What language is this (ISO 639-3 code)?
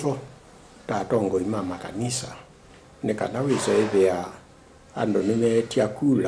kam